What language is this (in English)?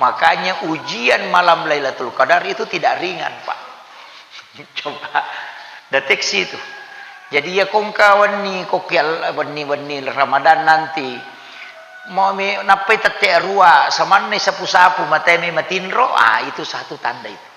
Buginese